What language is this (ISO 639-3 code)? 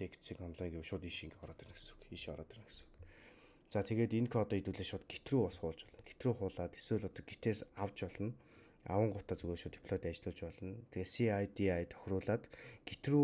mon